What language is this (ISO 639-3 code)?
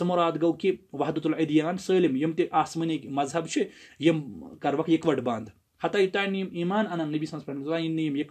kas